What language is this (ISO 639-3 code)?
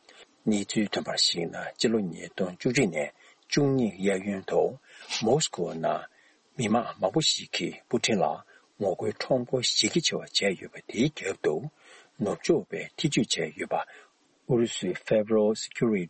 bod